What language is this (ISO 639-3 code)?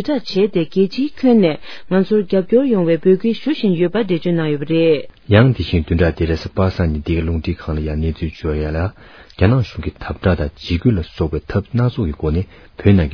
bod